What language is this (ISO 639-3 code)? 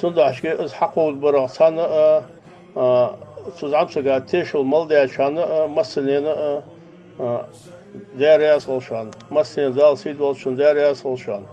inh